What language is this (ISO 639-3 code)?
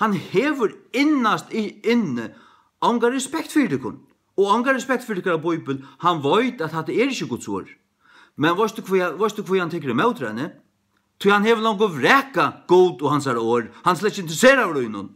fao